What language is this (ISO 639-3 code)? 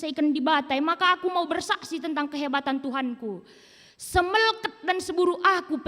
btx